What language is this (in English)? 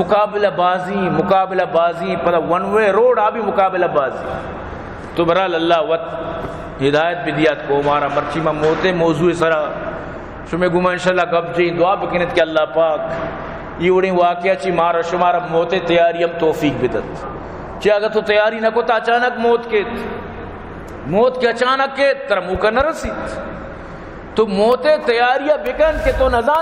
Baluchi